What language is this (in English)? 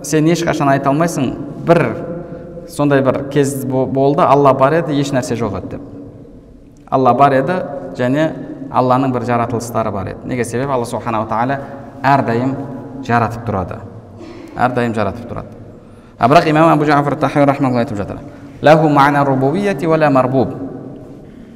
Kazakh